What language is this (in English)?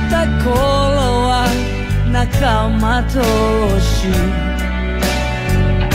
Japanese